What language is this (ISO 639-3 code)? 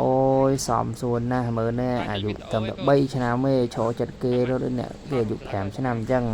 khm